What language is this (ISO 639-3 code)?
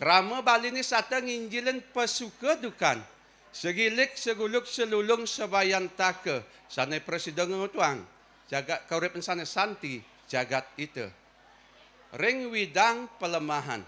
ban